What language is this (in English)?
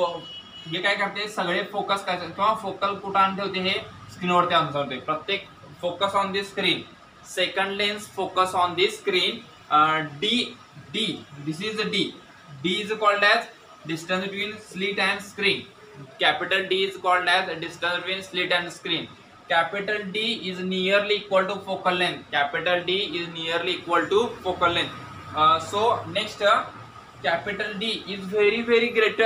Marathi